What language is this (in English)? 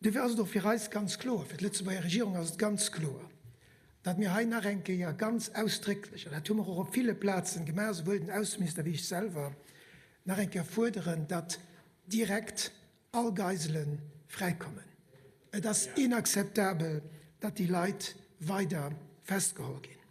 Luxembourgish